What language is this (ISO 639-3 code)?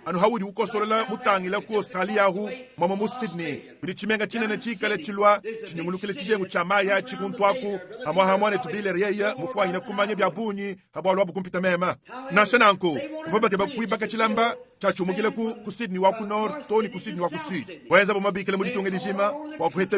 lua